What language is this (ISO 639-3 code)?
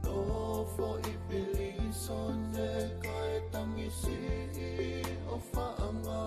ton